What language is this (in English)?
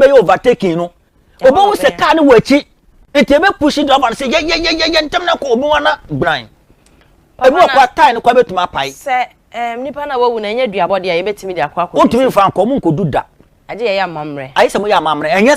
Akan